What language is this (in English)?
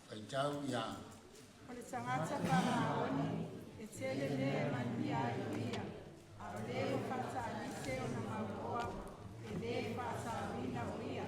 Samoan